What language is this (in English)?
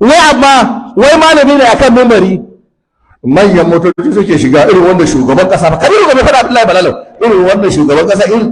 Hausa